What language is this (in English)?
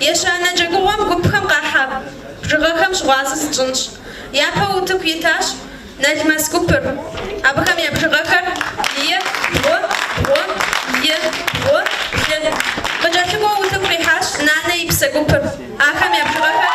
Kabardian